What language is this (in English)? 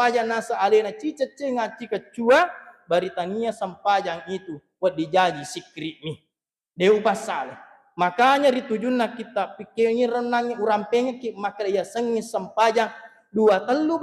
Buginese